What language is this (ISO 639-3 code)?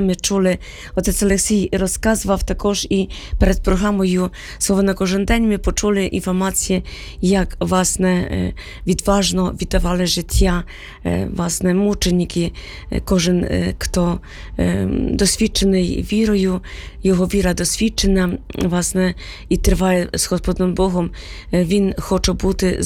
ukr